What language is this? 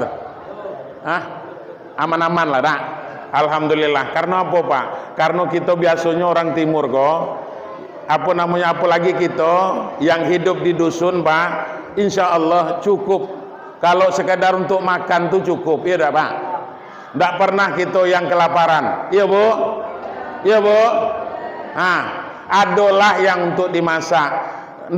Minangkabau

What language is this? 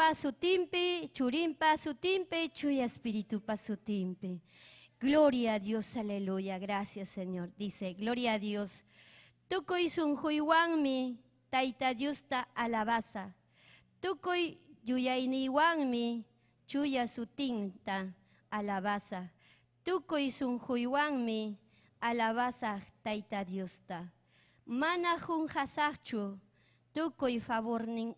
Ayacucho Quechua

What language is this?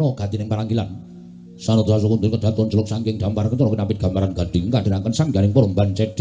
Javanese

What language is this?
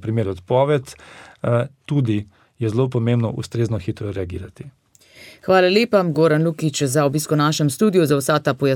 Slovenian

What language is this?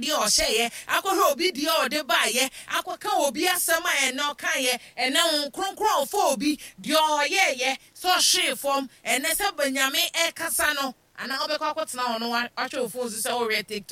Akan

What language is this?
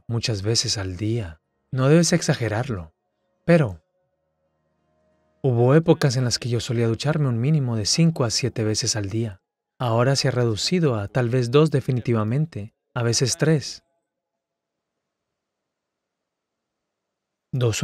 Spanish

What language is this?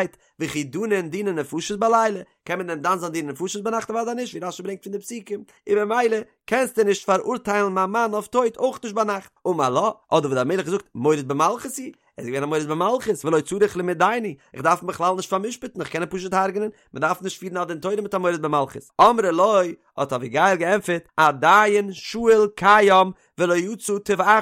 Yiddish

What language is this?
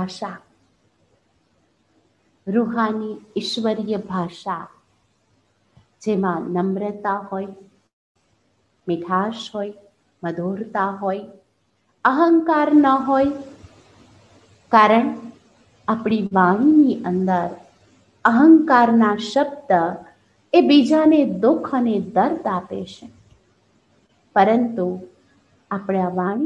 Gujarati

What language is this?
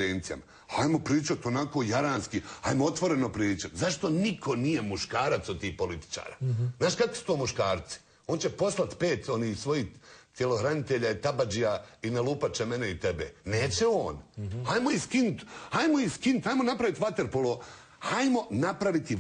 Bosnian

